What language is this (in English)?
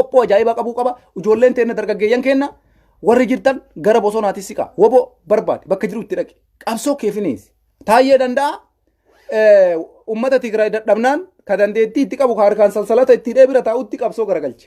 Oromo